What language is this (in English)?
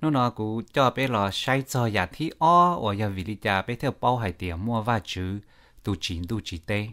Hmong